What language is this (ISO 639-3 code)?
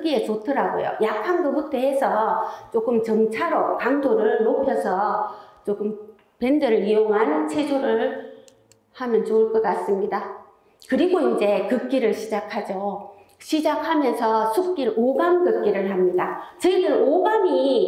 kor